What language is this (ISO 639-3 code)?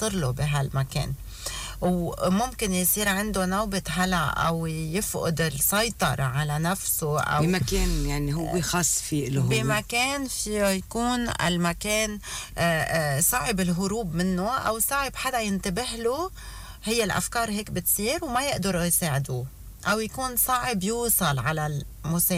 apc